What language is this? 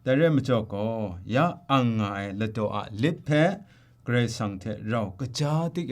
Kachin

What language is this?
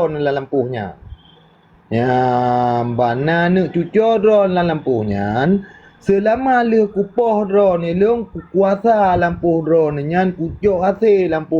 Achinese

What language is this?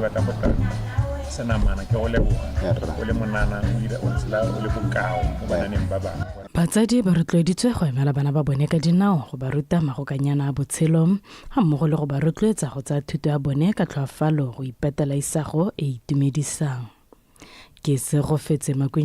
Tswana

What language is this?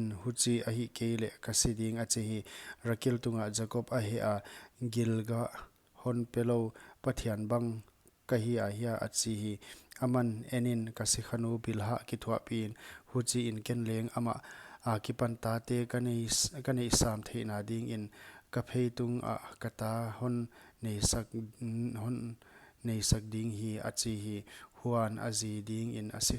Paite Chin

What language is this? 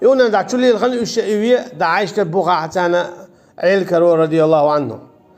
Chechen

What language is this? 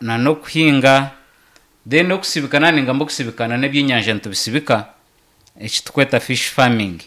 Nyankole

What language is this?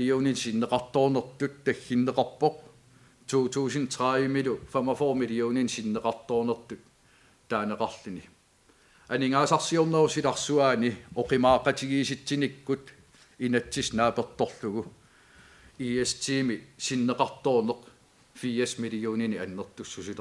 Kalaallisut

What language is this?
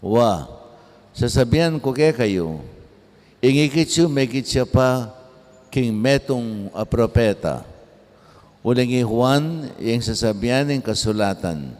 Pampanga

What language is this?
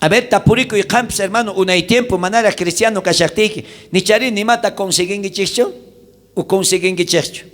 South Bolivian Quechua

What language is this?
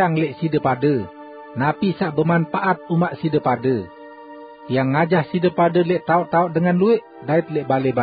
Sasak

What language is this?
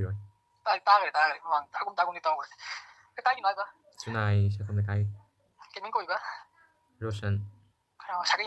Manipuri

